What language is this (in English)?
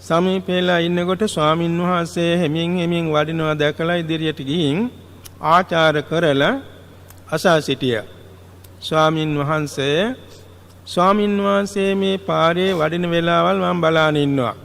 Sinhala